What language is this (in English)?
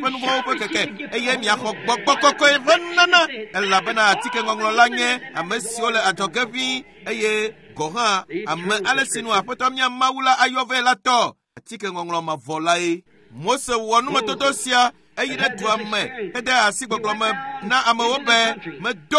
Ewe